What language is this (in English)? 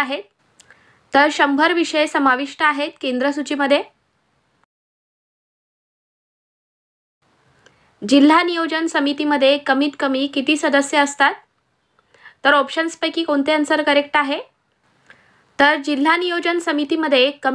Marathi